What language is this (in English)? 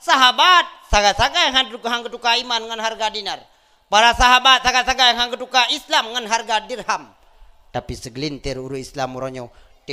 Achinese